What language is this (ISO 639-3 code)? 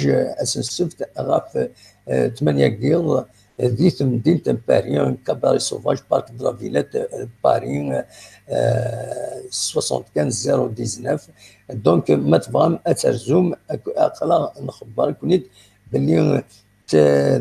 kab